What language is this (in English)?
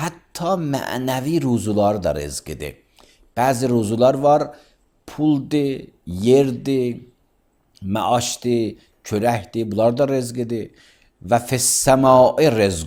Azerbaijani